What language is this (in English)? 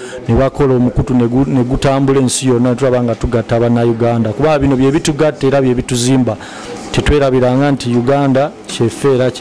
Ganda